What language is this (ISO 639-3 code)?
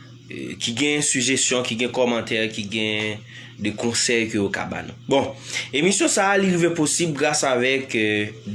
hat